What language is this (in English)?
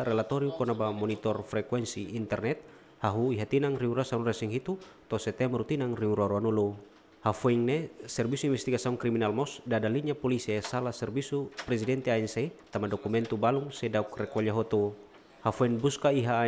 Tetum